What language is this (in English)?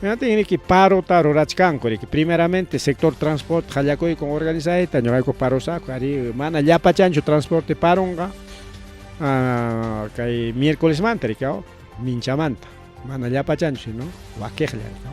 Ayacucho Quechua